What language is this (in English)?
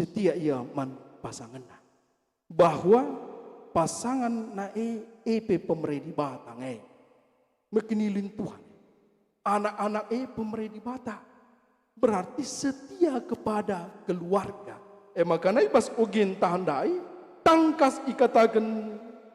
Batak Karo